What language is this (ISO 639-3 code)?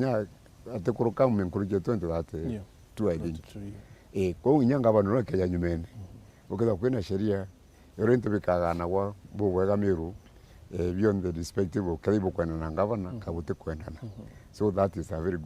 mer